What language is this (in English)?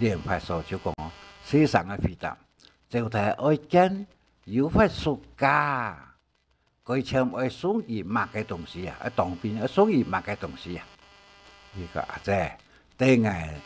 Hakka Chinese